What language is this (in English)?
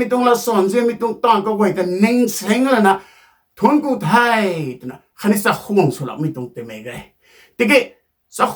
Rongmei Naga